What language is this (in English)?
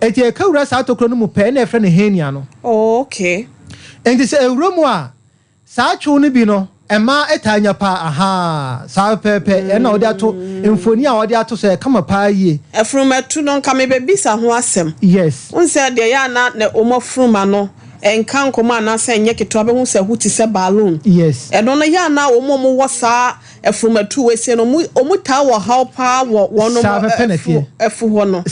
Akan